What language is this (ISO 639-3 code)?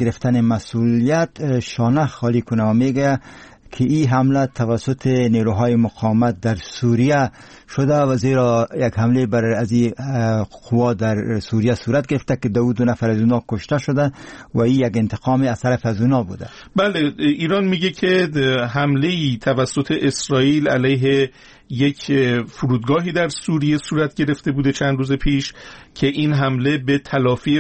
fas